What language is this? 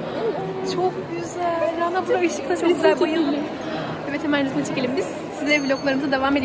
Turkish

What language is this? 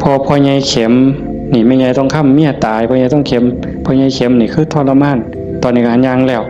Northeastern Thai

